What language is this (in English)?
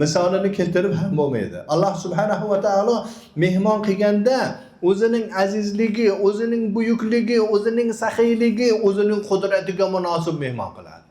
Uzbek